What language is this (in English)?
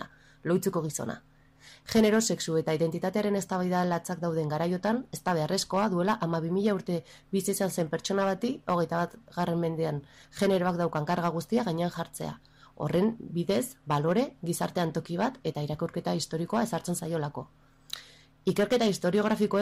Basque